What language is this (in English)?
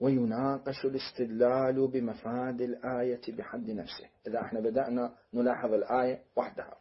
Mesopotamian Arabic